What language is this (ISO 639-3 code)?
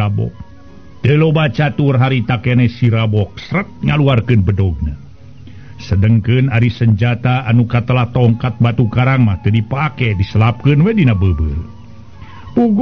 sun